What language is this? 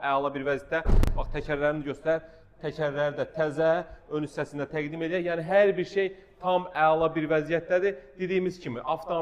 Azerbaijani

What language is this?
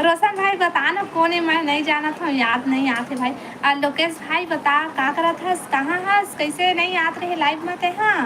Chhattisgarhi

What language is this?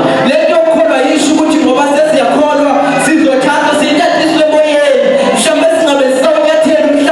Zulu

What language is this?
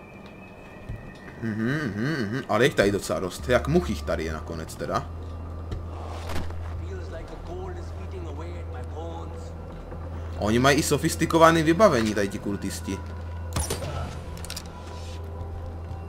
Czech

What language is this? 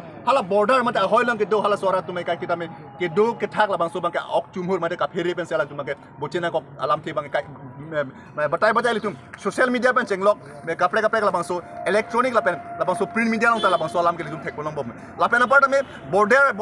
Karbi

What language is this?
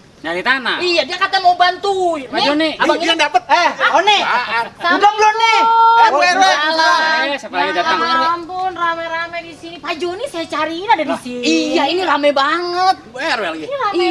Betawi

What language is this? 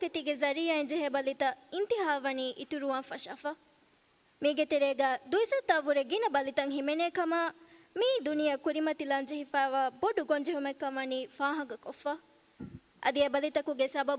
Divehi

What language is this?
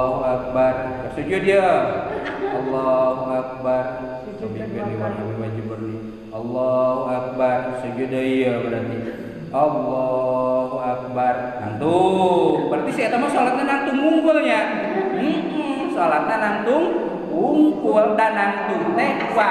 Sundanese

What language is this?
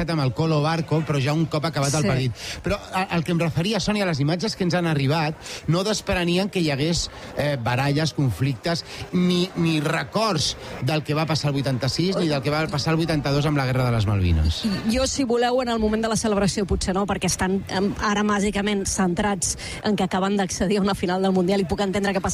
Catalan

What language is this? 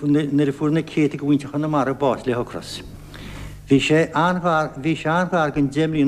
Irish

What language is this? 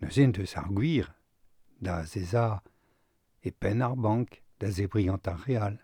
Breton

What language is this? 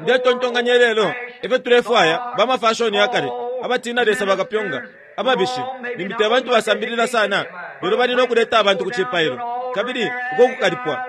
Bemba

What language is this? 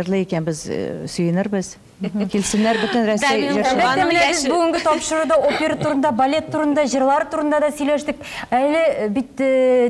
Tatar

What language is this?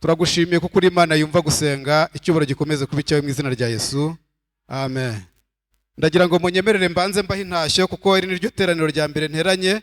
Kinyarwanda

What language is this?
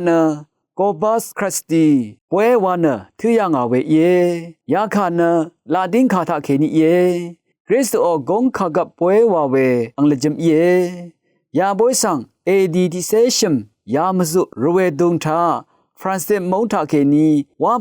Rawang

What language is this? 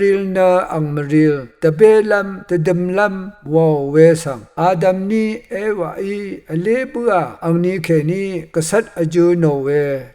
Rawang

